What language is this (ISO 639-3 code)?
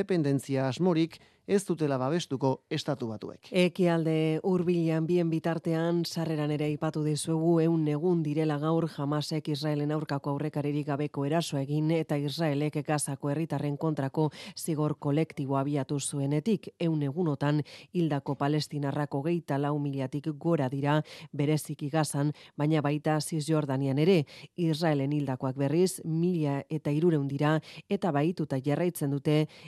eus